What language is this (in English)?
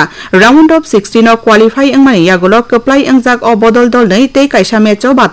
Kok Borok